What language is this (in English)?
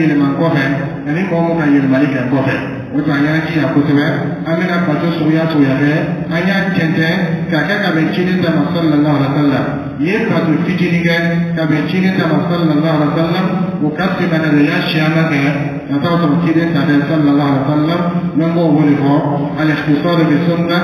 Dyula